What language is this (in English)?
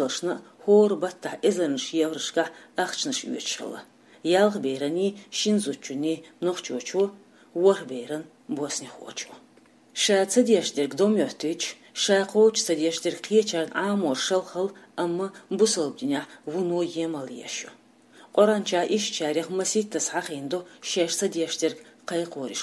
Chechen